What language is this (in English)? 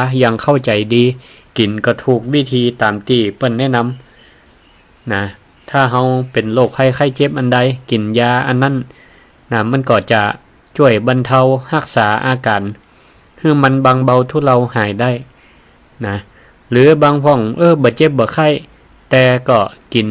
Northern Thai